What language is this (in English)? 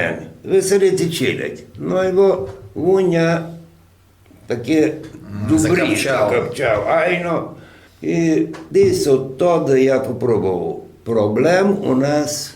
Rusyn